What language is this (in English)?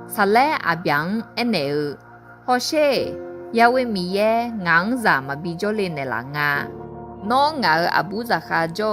Akha